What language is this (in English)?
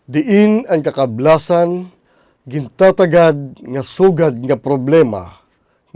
Waray